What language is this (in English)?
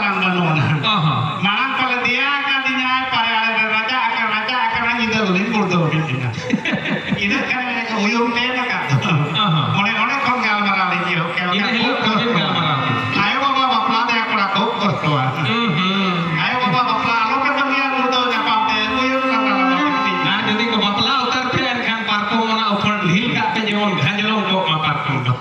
Santali